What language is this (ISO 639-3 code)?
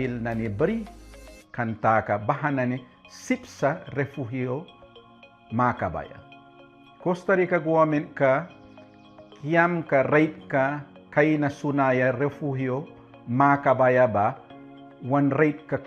miq